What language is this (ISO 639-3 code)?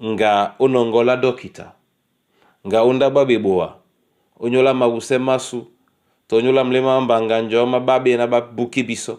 dua